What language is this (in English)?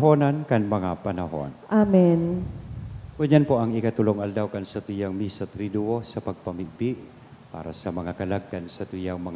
Bikol